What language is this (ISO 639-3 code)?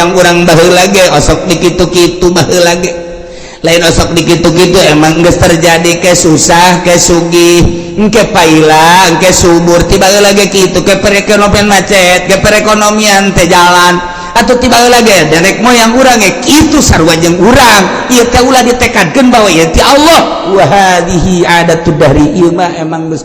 sun